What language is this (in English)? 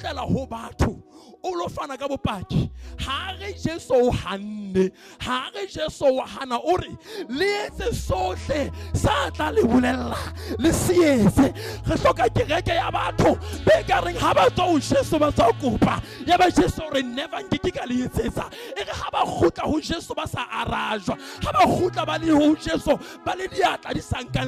Southern Sotho